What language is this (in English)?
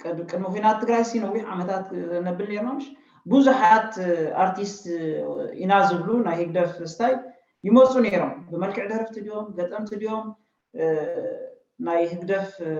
Tigrinya